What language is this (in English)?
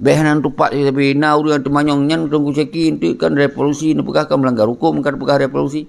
Achinese